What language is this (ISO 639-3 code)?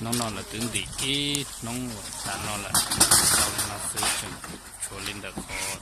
hmn